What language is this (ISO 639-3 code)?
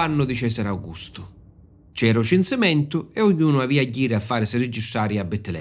scn